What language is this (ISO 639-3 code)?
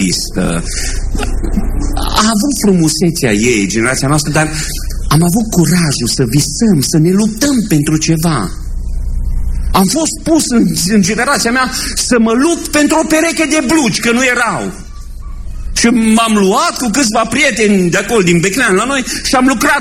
ron